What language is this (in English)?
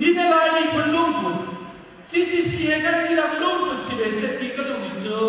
Hakha Chin